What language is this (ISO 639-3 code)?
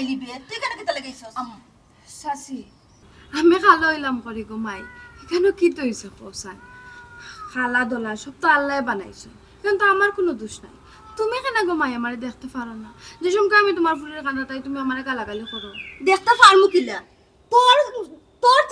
syl